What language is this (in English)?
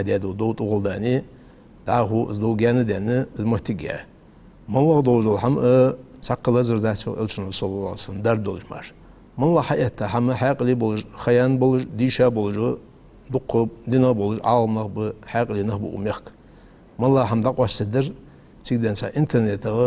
Ingush